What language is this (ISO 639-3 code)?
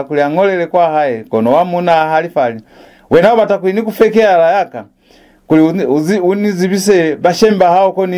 loz